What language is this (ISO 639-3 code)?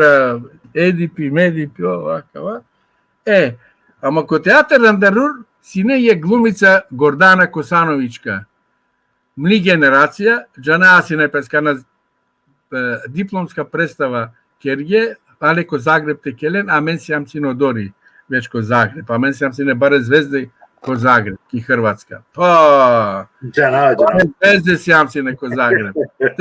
rmn